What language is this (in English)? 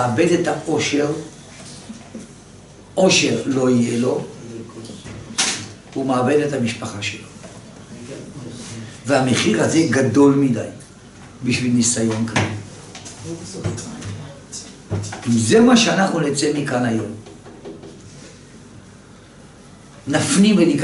Hebrew